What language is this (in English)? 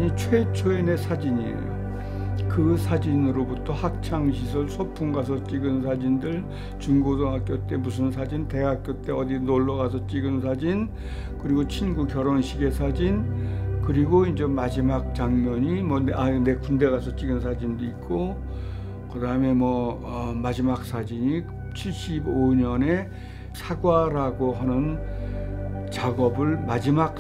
Korean